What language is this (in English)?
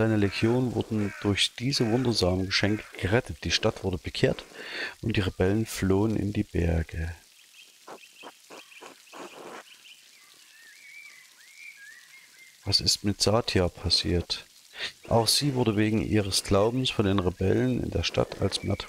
German